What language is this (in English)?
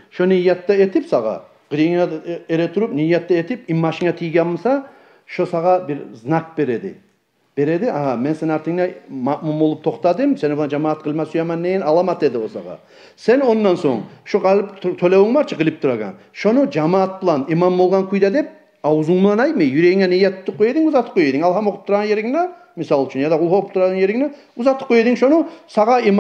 Kumyk